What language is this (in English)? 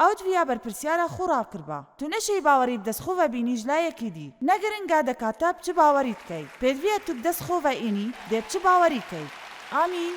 Kurdish